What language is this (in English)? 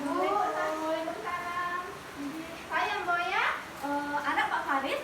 Sasak